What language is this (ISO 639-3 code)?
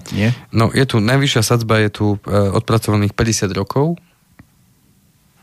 slk